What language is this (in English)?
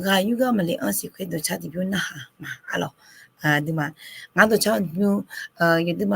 Akha